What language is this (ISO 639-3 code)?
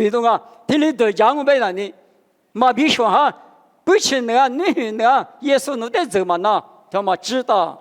lis